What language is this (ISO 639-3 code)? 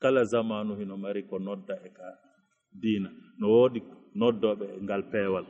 ful